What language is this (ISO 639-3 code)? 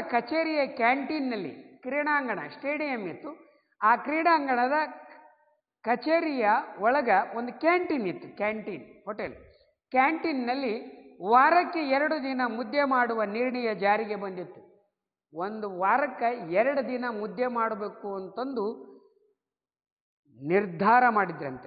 kan